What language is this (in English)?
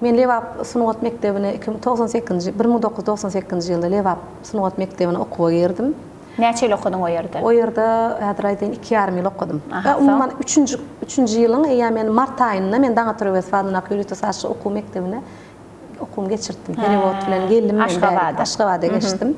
Turkmen